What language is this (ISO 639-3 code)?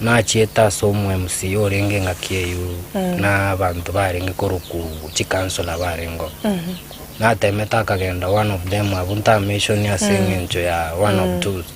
guz